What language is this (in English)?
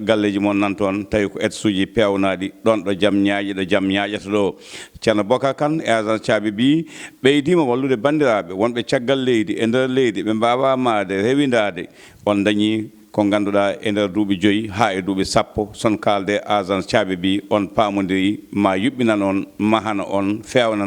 Fula